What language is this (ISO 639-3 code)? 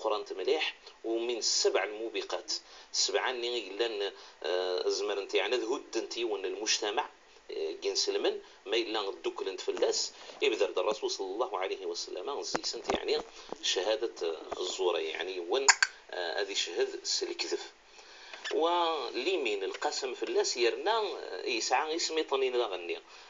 kab